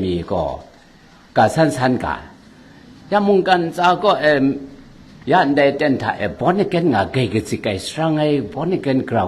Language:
Kachin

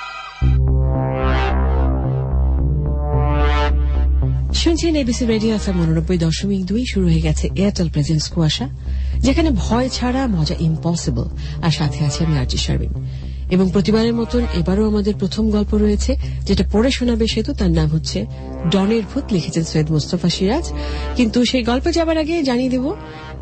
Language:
Bangla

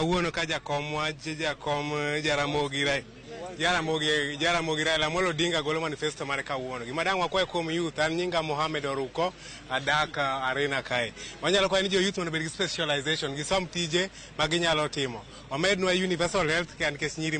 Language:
Luo (Kenya and Tanzania)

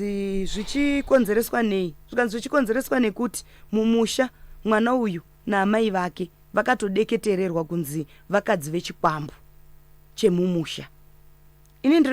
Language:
Shona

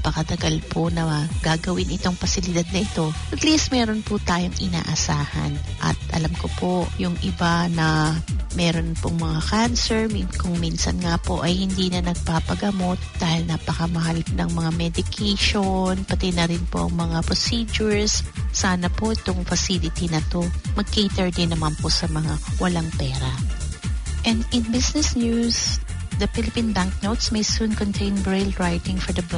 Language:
Filipino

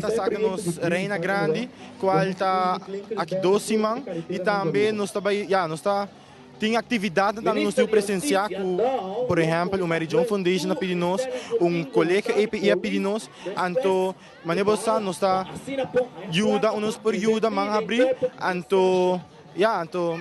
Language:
Papiamento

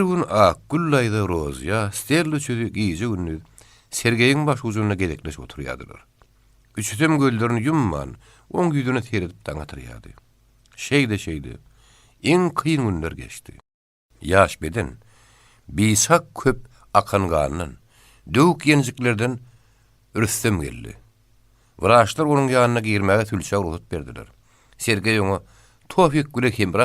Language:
Turkmen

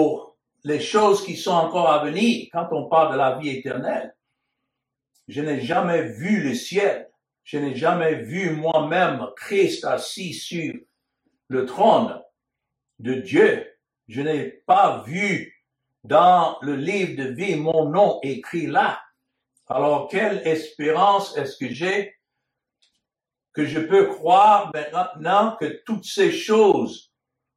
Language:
French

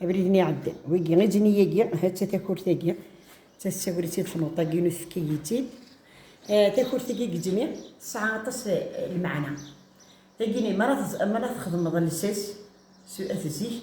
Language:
Kabyle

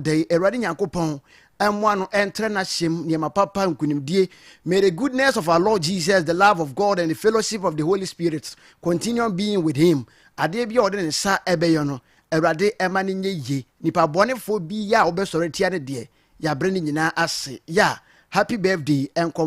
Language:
Akan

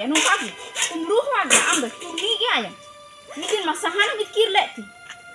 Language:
Santali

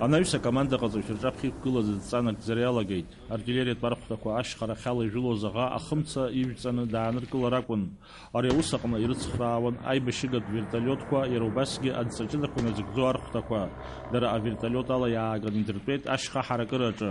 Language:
Abkhazian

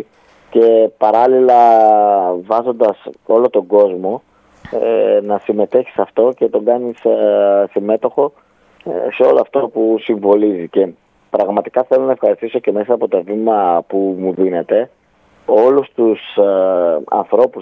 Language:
Greek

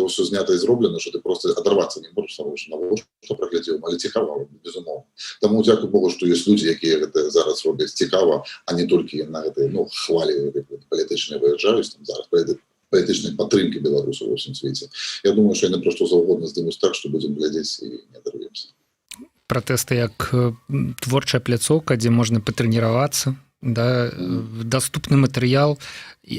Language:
Belarusian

